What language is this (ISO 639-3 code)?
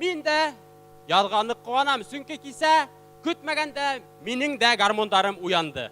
bak